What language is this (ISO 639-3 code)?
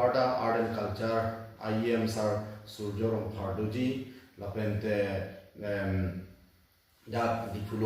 mjw